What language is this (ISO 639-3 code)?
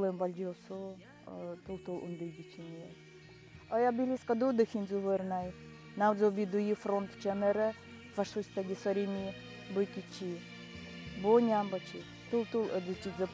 gld